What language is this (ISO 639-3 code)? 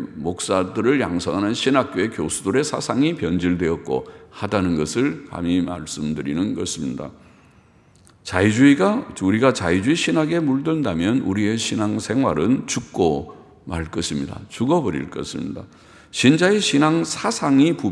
kor